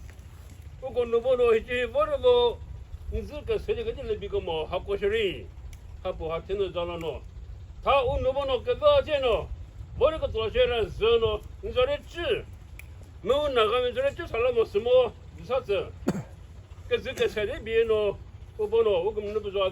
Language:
Chokri Naga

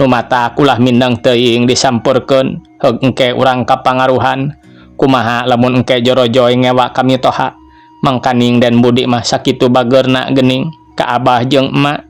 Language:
Sundanese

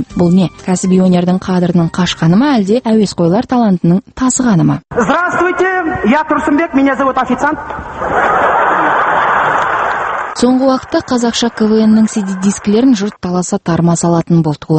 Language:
Kazakh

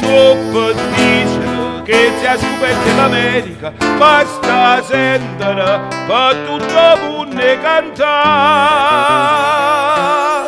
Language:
Neapolitan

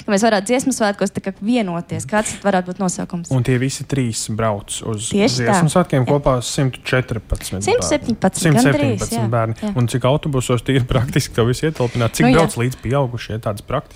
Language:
Latvian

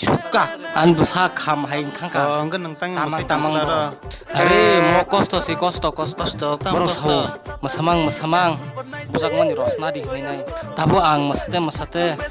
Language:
Kok Borok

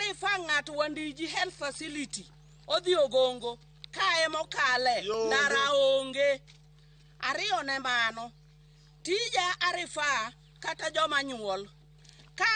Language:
Luo (Kenya and Tanzania)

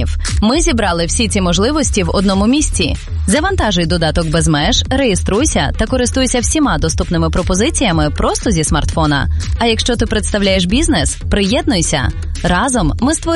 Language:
Ukrainian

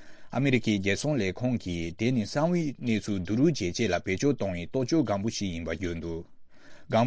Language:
Tibetan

